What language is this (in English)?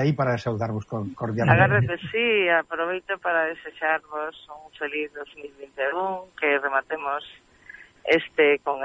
Galician